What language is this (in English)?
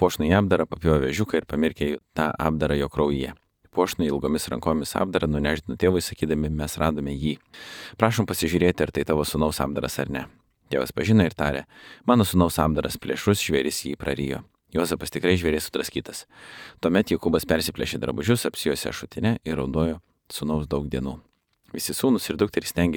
Lithuanian